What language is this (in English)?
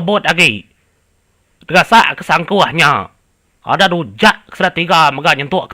Iban